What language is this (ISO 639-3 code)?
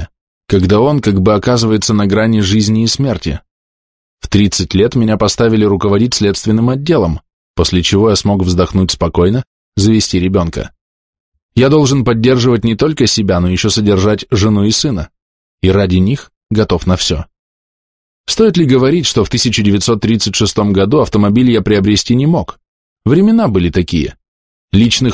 rus